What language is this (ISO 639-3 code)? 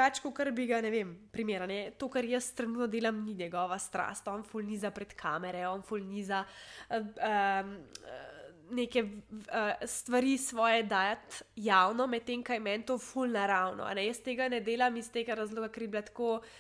slv